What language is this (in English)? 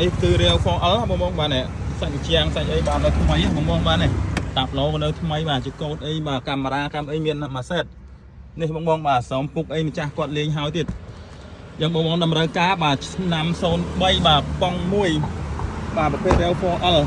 Khmer